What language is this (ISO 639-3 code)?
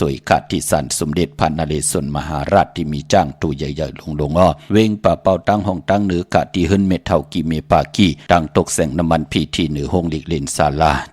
shn